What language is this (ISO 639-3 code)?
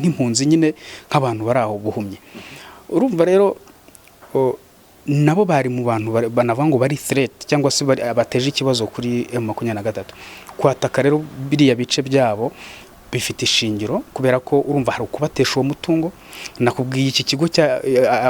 kin